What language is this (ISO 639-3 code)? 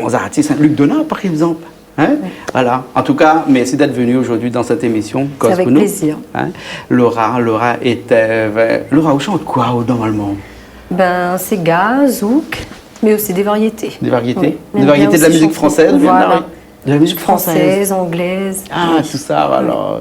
rcf